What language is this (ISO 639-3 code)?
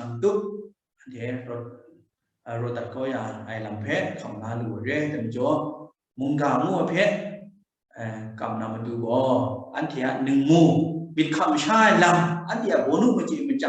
kac